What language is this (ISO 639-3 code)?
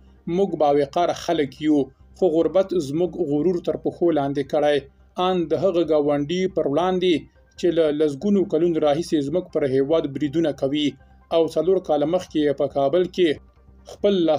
pus